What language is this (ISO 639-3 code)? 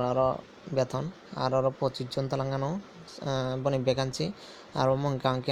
trp